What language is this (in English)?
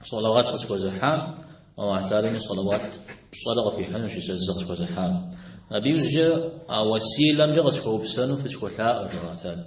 Kabardian